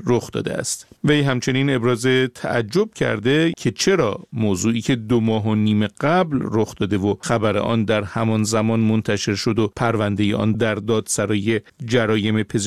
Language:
Persian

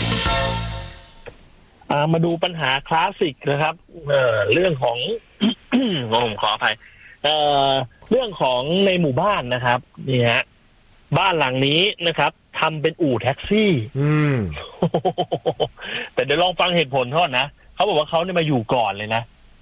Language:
Thai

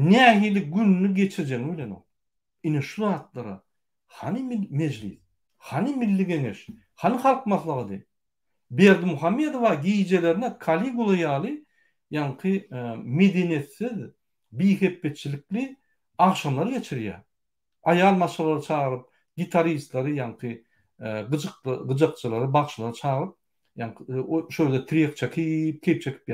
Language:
Turkmen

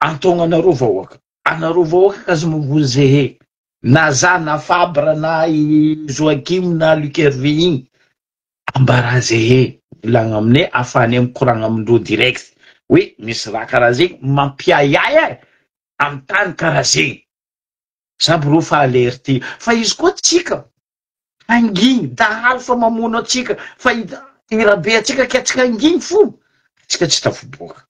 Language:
Malagasy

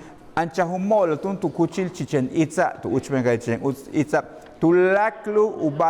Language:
Yucateco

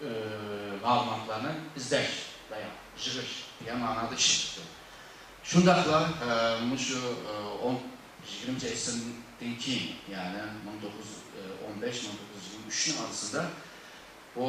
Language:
Uyghur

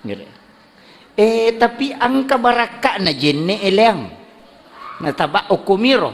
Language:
Buginese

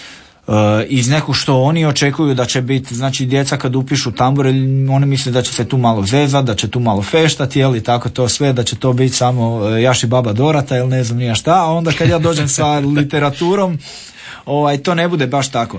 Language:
Croatian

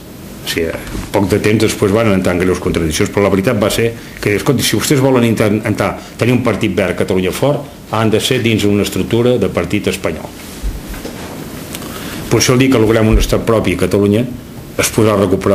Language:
Catalan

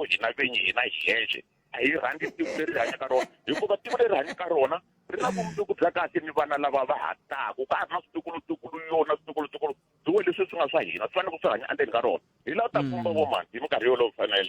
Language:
Tsonga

